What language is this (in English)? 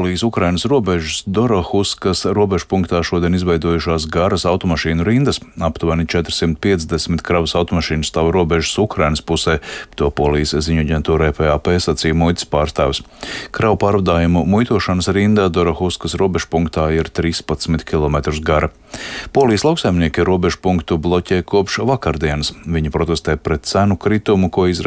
Latvian